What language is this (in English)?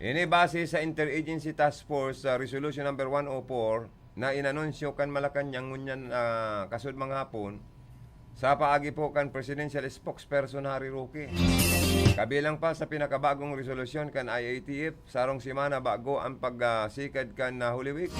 Bikol